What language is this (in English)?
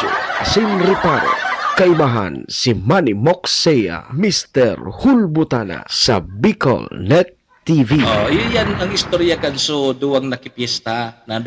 Bikol